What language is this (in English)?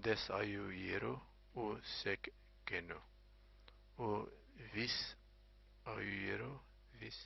Zaza